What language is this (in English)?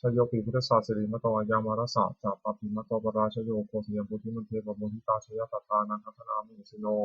Pali